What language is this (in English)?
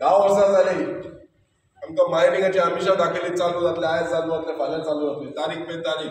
Konkani